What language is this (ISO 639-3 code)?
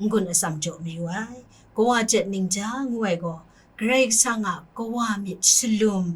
kac